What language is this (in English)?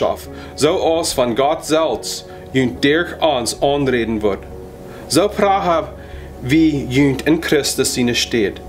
Plautdietsch